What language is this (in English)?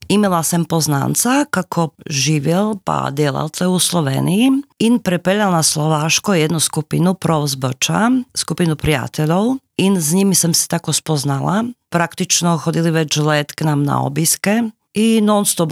Slovenian